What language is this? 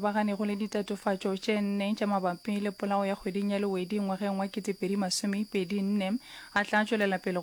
Northern Sotho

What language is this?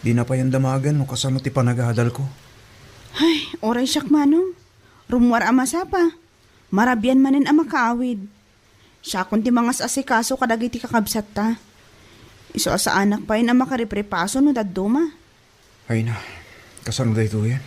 Iloko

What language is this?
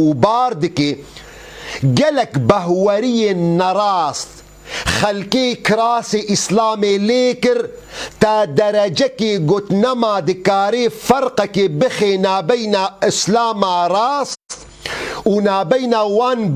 Kurdish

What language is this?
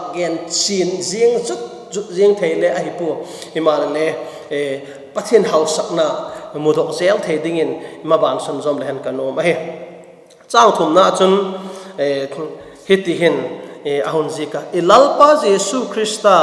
Vaiphei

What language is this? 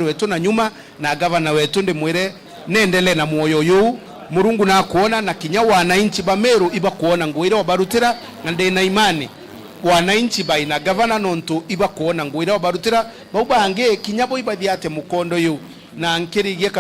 Meru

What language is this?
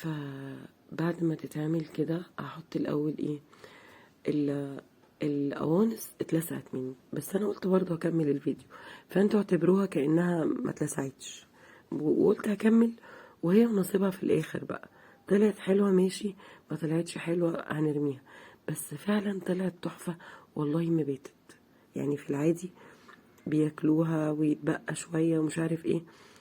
Egyptian Arabic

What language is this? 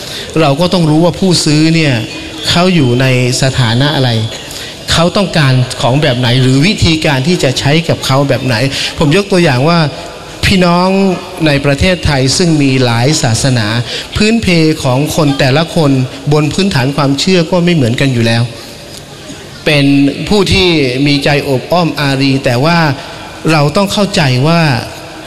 Thai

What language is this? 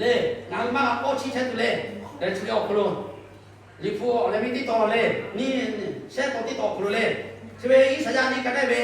Lahu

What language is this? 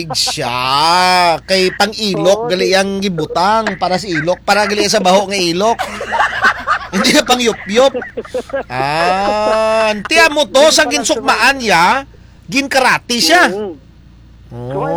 Hiligaynon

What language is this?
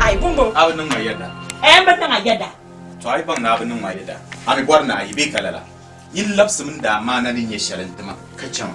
Dagbani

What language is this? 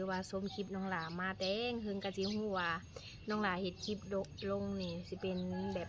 Lao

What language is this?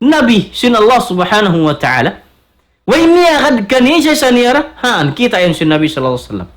Tausug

